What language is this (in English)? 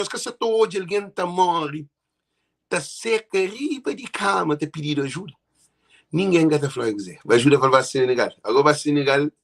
Kabuverdianu